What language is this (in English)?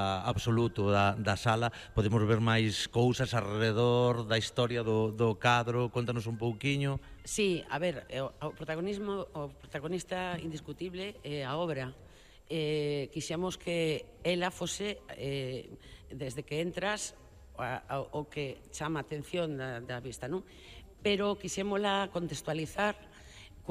Galician